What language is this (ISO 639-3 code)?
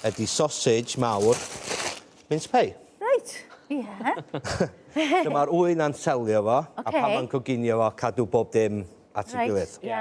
cym